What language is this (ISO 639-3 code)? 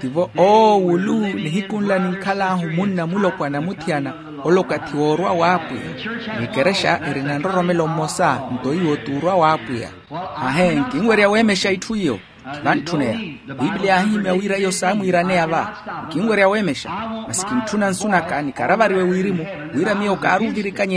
vmw